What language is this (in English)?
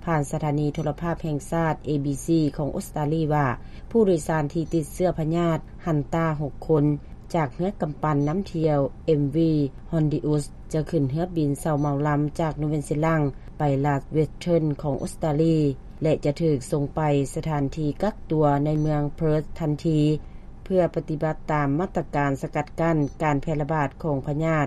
Lao